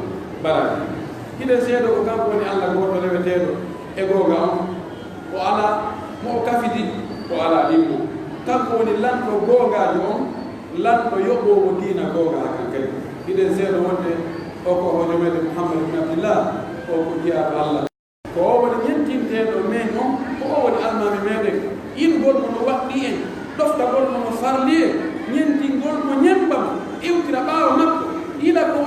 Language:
Fula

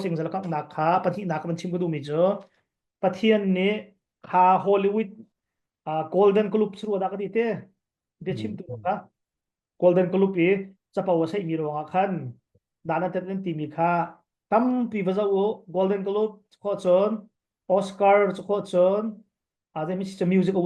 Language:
Hakha Chin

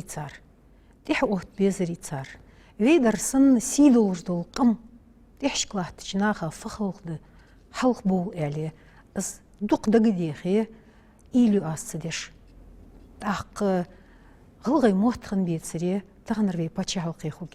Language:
Ingush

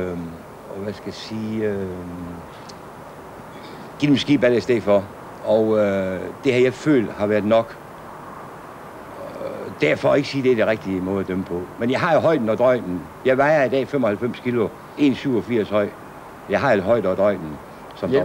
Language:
Danish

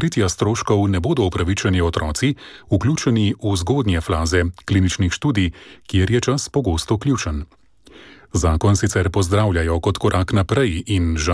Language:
Slovenian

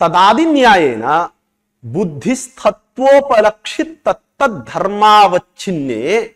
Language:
Sanskrit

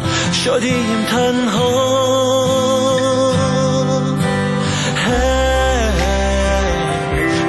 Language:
Persian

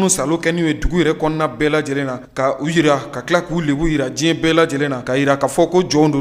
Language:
Bambara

